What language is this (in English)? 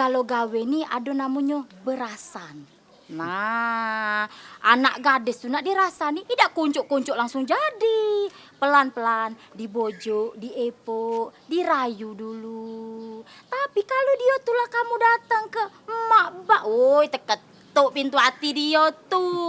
Musi